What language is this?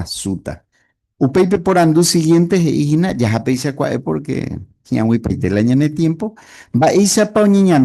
Guarani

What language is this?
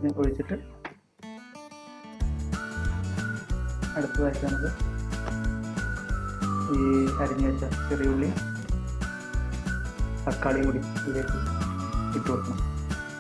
Malayalam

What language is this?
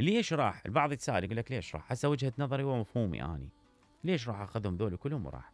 Mesopotamian Arabic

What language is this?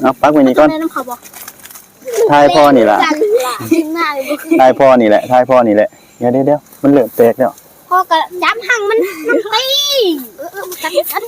Northeastern Thai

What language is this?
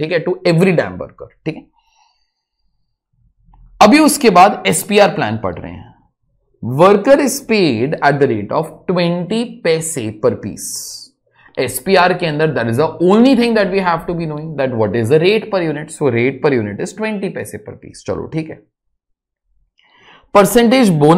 Hindi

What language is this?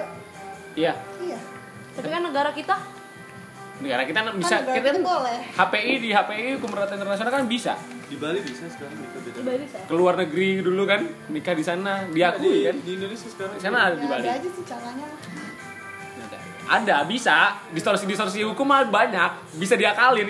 Indonesian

